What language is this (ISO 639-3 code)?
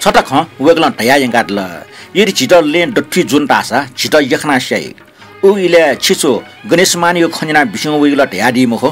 new